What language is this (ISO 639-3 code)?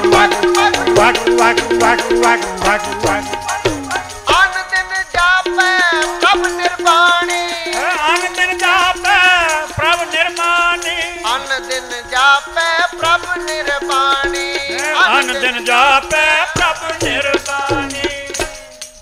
pan